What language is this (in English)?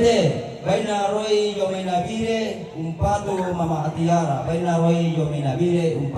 Toraja-Sa'dan